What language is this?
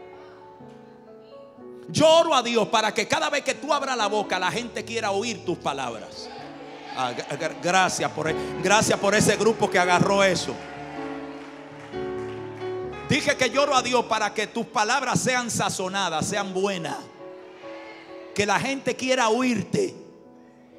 Spanish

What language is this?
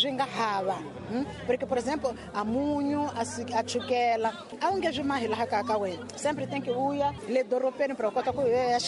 Tsonga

